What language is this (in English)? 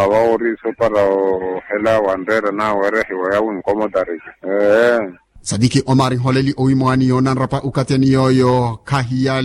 Makhuwa